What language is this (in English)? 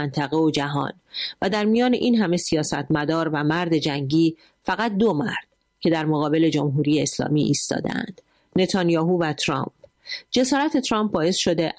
Persian